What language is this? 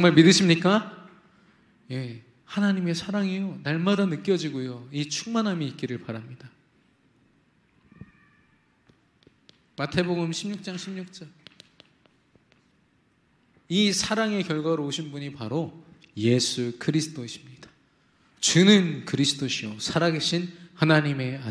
Korean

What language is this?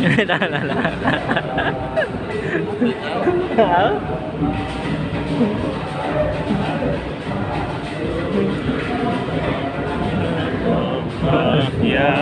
Sasak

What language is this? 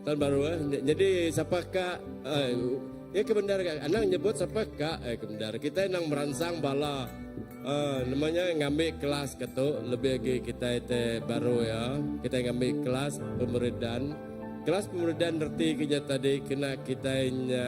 Iban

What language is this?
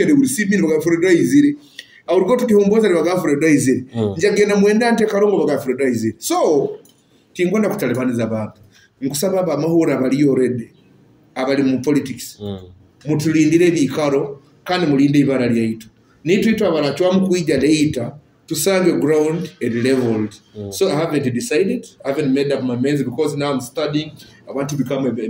Nyoro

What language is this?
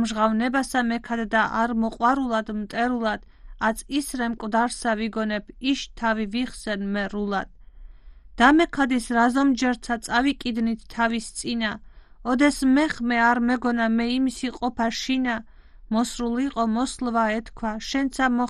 Georgian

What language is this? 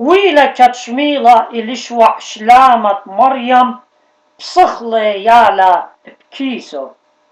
Assyrian Neo-Aramaic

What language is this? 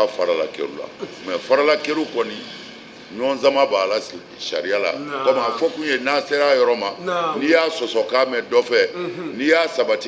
Bambara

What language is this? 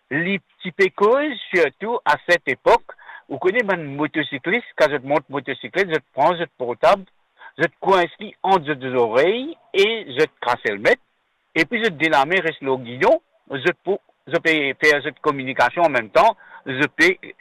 Morisyen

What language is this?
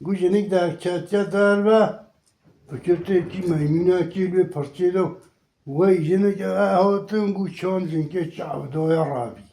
Kurdish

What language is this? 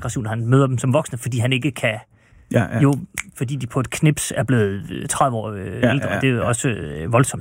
Danish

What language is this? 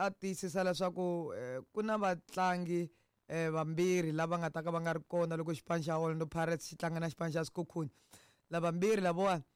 Tsonga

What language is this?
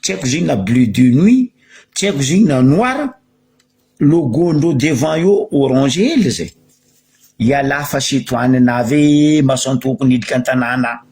Malagasy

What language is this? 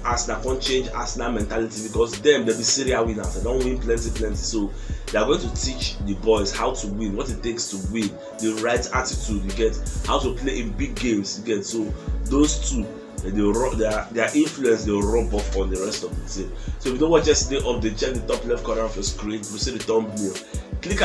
Nigerian Pidgin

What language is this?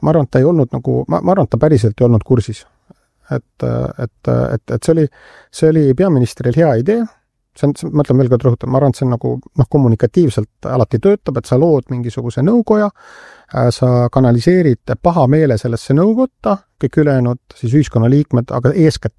Estonian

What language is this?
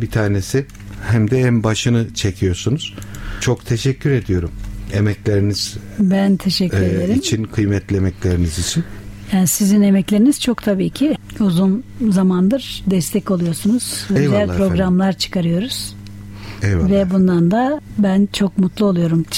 Turkish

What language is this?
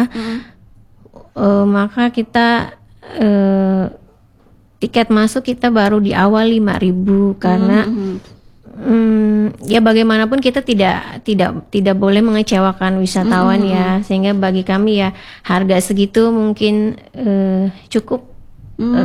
Indonesian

